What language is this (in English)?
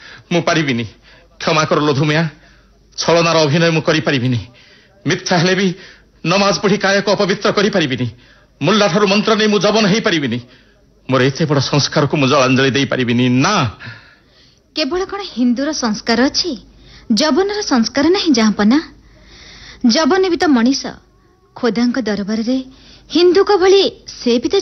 Odia